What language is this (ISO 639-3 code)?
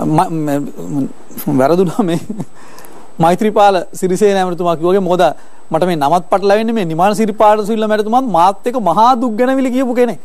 sin